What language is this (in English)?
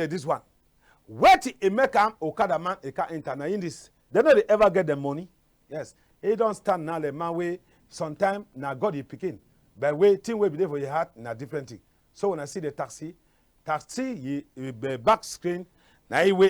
Cameroon Pidgin